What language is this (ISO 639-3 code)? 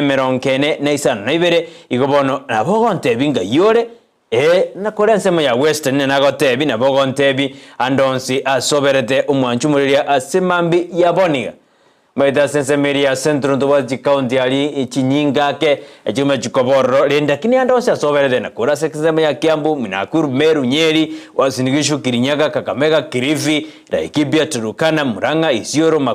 guz